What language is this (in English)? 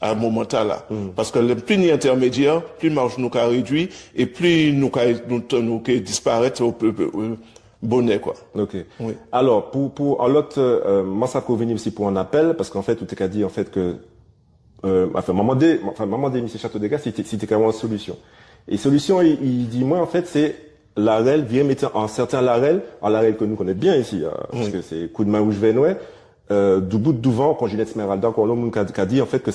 Guadeloupean Creole French